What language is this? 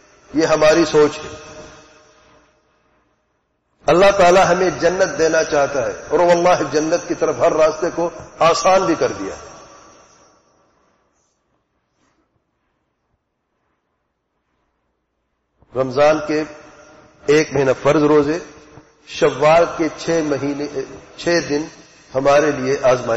Urdu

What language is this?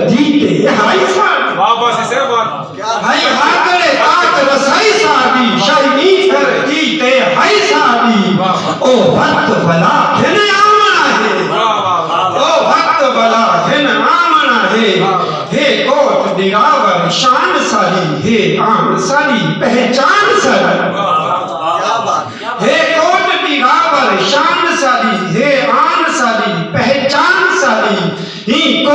Saraiki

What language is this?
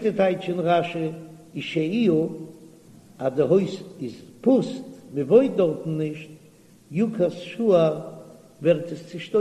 Yiddish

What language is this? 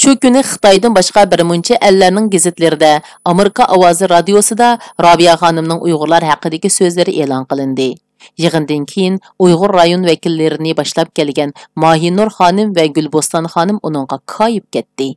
Uyghur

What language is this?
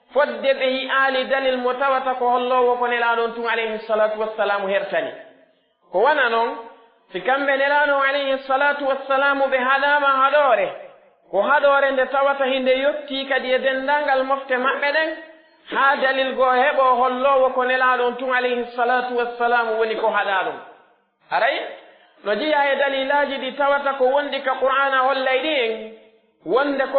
Pular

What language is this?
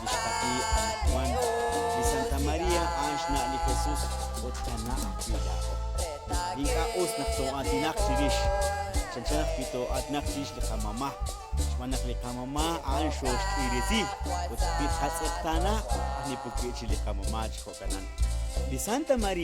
Kekchí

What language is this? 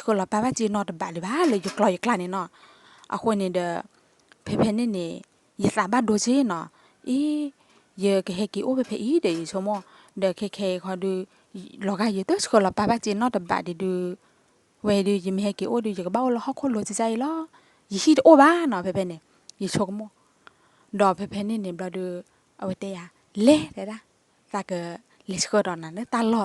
S'gaw Karen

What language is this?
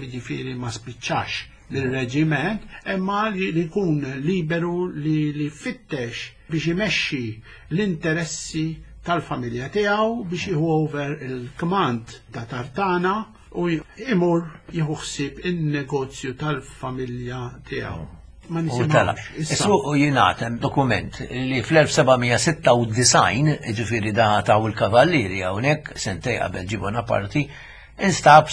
Maltese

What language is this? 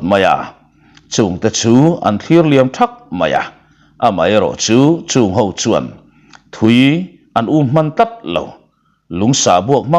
Mizo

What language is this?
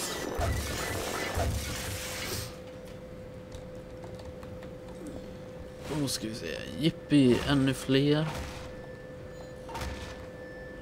Swedish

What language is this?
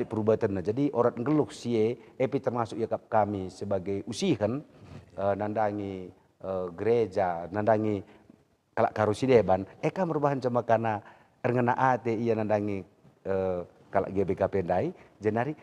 Batak Karo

